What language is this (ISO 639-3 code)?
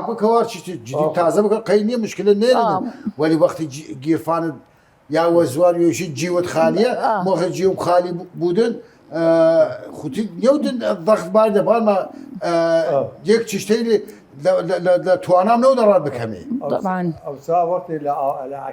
sdh